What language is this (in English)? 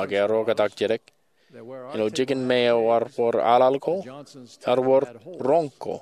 Marshallese